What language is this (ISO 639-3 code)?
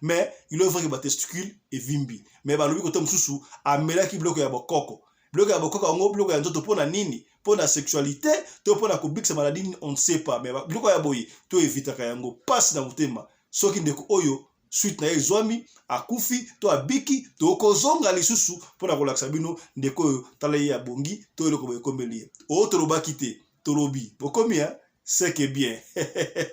lin